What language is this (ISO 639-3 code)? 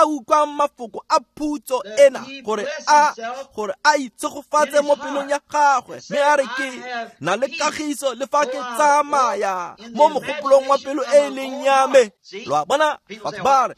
tsn